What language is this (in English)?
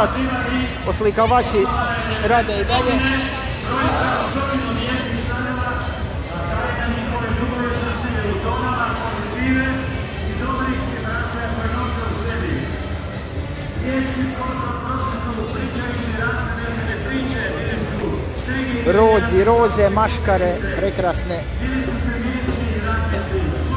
Croatian